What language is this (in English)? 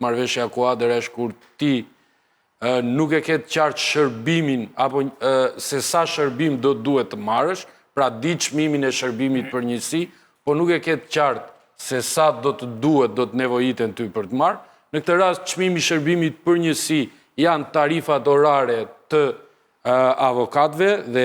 Albanian